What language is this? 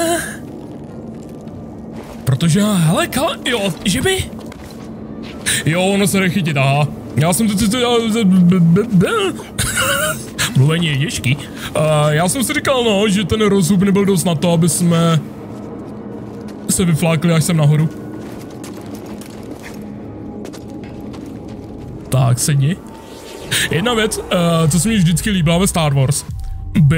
Czech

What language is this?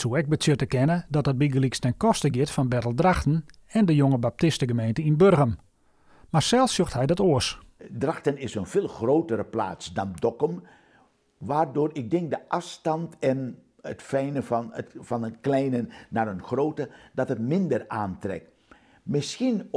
Western Frisian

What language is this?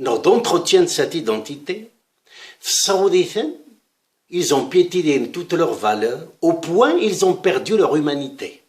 Kabyle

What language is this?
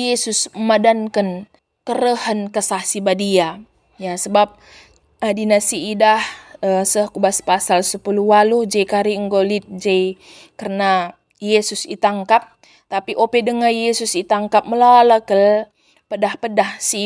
Batak Karo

